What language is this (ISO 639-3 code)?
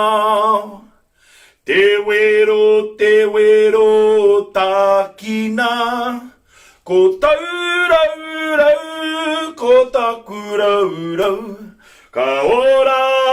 mri